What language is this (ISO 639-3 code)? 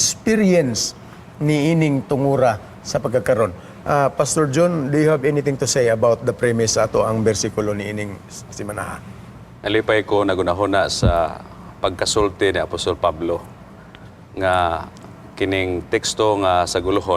ceb